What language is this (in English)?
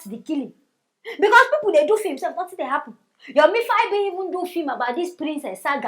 Nigerian Pidgin